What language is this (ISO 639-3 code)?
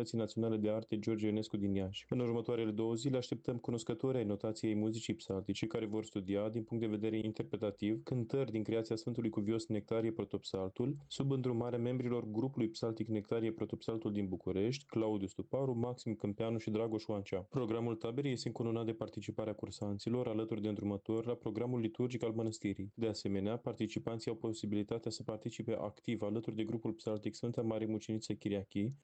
ron